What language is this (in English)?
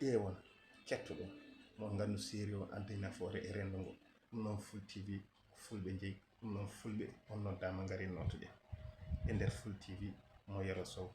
Fula